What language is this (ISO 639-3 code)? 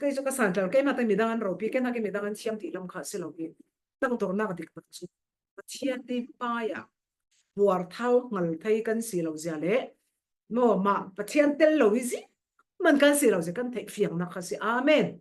cfm